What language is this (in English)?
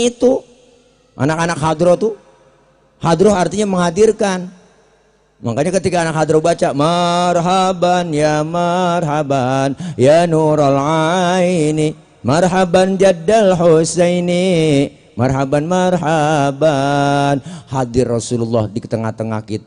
Betawi